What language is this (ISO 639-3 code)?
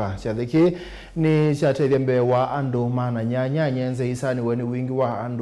kam